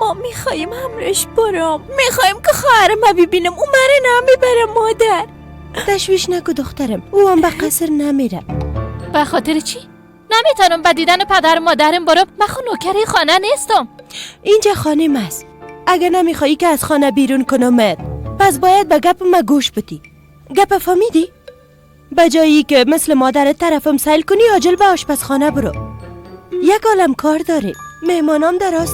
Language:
Persian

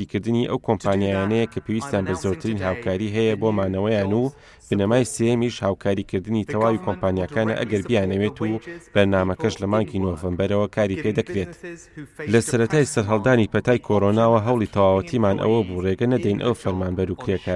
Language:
Central Kurdish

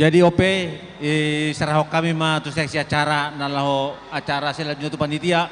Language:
Batak Toba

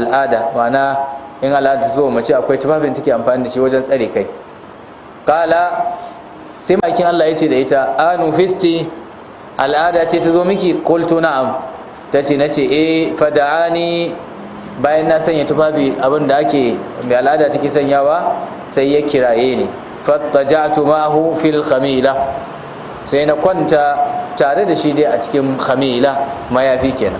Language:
Hausa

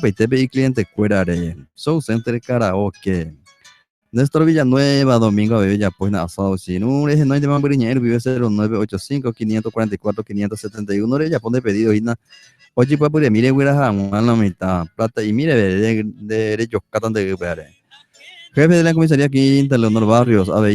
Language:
Guarani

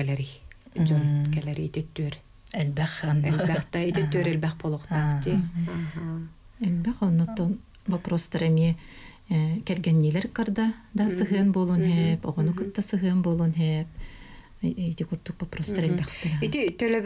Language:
Yakut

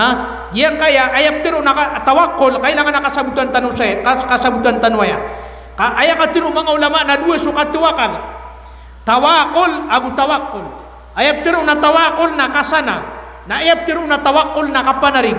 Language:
Maranao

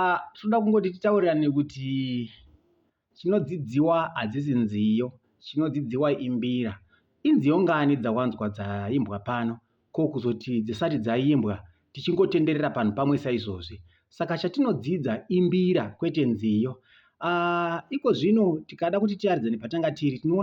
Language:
Shona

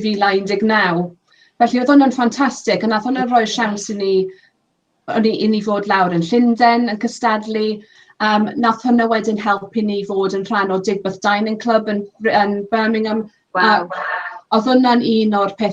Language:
Welsh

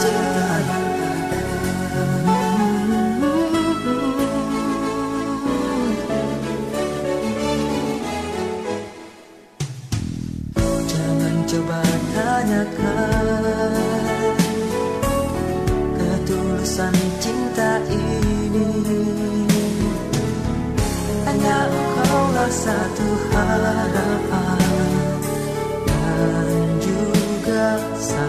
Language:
Indonesian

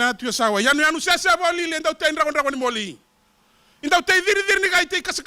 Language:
Fijian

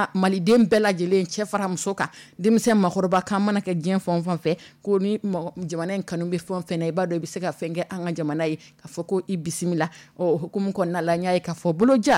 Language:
Dyula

